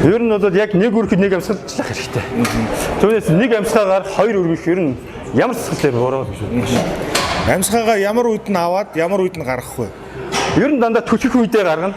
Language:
Mongolian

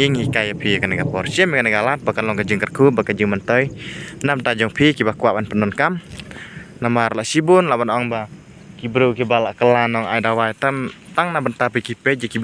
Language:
Khasi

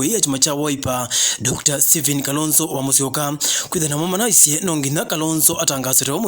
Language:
Kamba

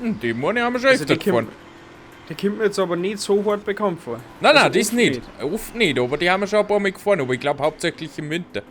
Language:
Bavarian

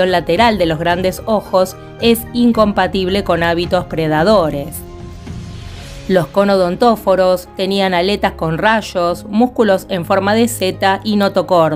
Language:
Spanish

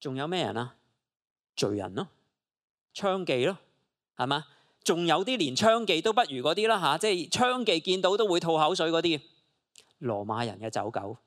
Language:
Cantonese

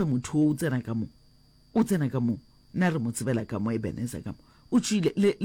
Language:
Northern Sotho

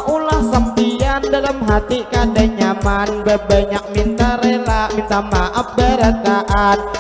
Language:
Banjar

